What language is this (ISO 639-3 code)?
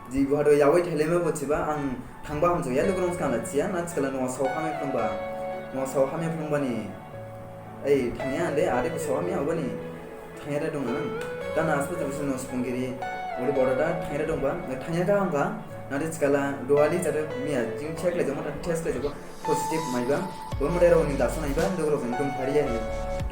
dis